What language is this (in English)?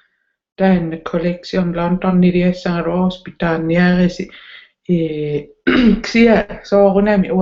Kalaallisut